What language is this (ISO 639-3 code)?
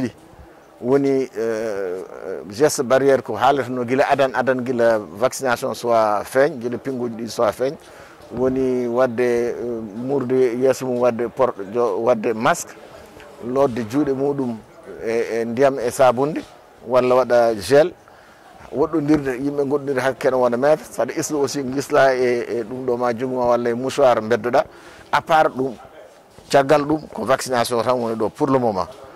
ful